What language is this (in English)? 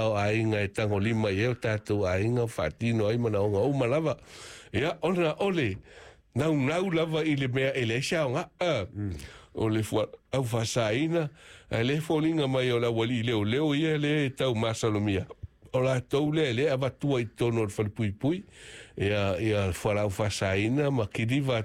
Samoan